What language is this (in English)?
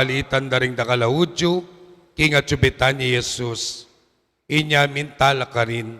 Pampanga